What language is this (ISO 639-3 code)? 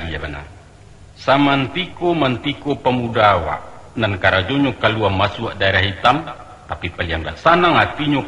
min